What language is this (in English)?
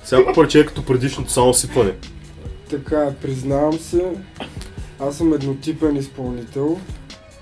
Bulgarian